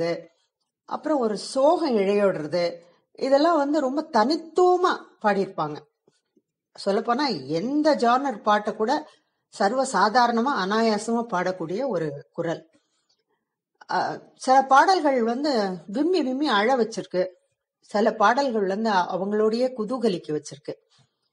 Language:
Tamil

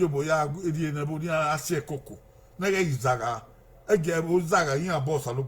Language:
Bini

